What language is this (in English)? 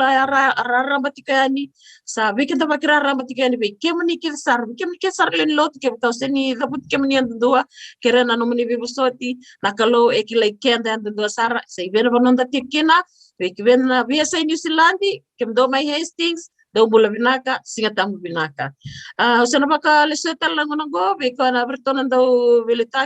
Fijian